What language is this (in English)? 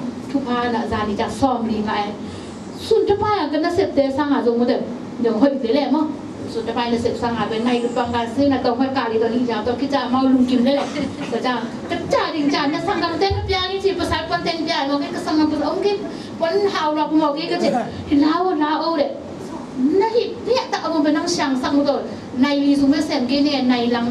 Tedim Chin